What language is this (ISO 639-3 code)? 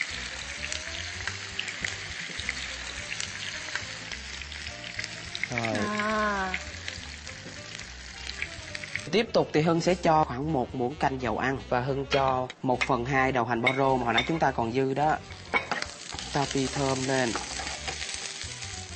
vie